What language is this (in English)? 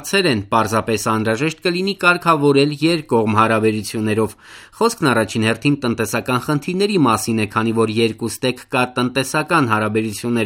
Armenian